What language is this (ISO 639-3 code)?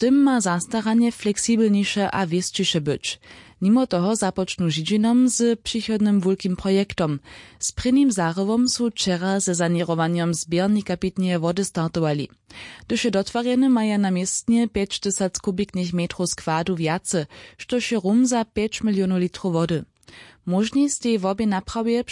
hsb